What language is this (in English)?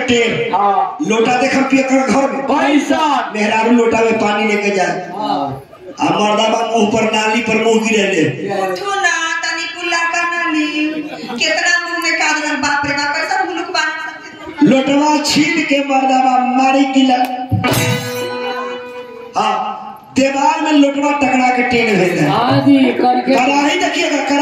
Bhojpuri